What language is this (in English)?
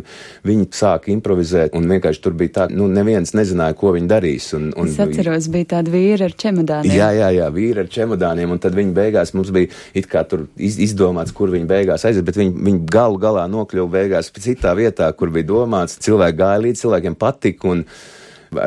Latvian